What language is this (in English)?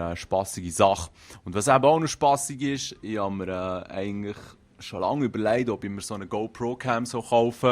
Swiss German